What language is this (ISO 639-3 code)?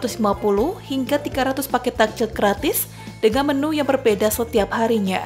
ind